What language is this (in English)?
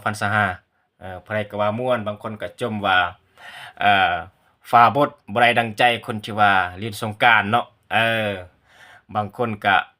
Lao